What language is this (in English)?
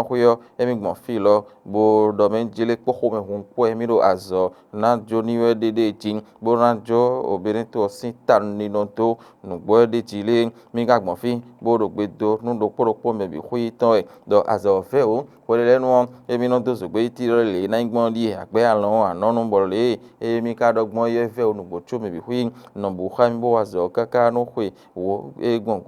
Fon